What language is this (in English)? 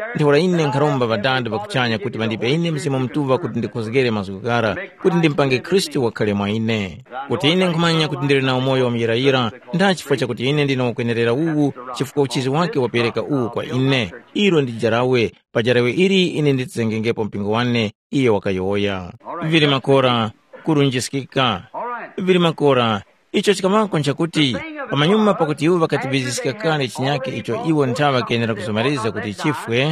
Tumbuka